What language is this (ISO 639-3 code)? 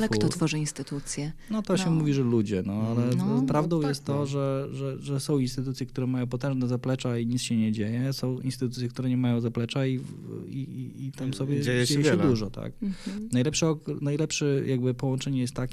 pol